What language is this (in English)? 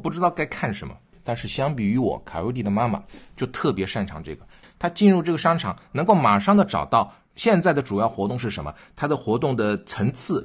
Chinese